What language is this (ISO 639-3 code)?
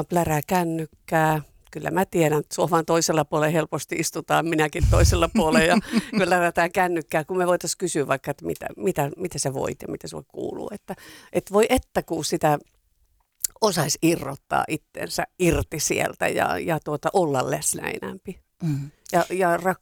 fin